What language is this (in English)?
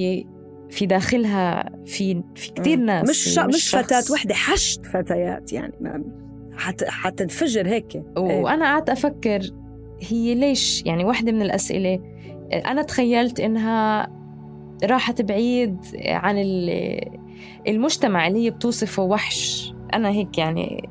North Levantine Arabic